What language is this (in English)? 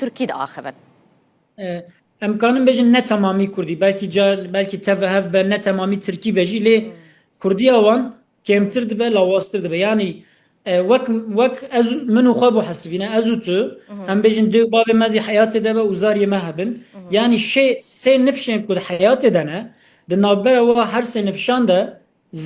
Kurdish